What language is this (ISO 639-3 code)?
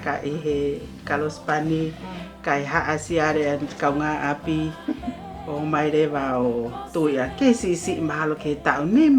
ton